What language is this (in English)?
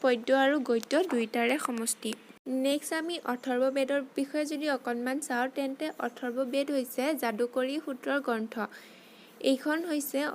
Assamese